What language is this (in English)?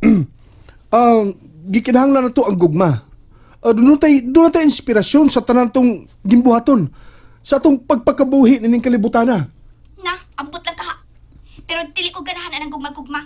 Cebuano